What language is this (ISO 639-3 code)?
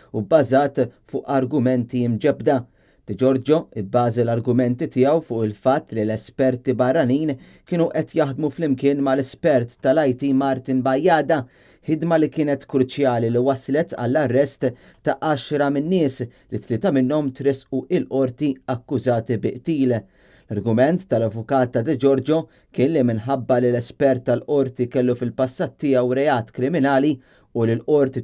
mlt